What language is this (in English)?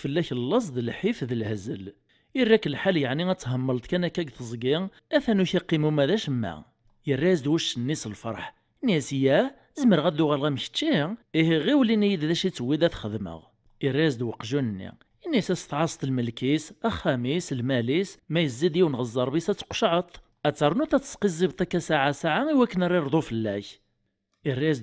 Kabyle